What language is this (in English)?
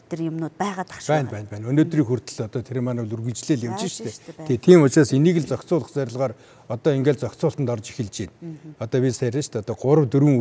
Mongolian